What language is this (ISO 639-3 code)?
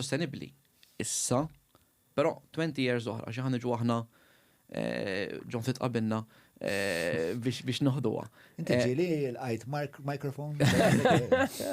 mlt